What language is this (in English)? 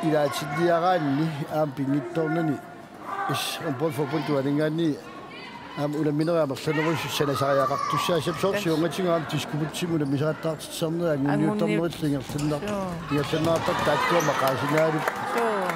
Kalaallisut